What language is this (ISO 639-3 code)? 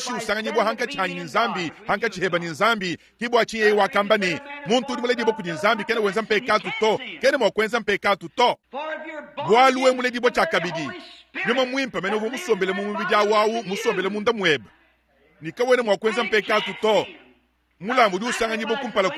lua